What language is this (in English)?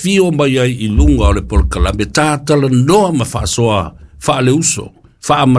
Samoan